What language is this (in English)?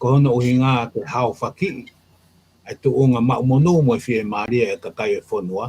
Tongan